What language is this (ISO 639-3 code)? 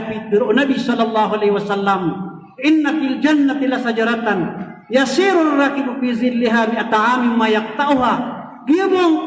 mrw